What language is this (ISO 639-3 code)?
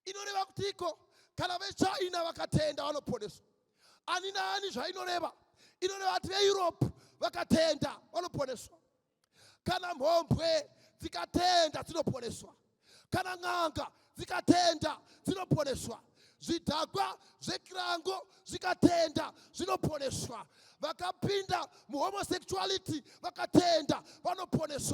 sna